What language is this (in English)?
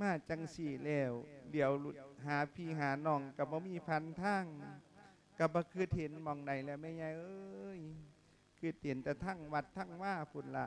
Lao